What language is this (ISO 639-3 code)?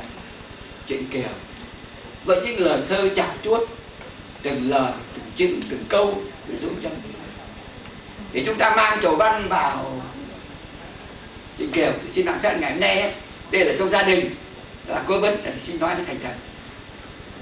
vie